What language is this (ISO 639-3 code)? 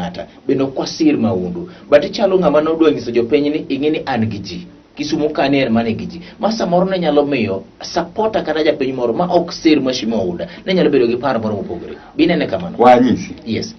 luo